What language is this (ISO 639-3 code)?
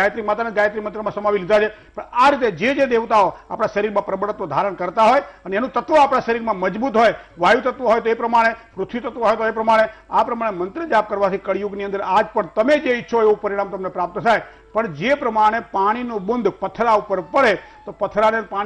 guj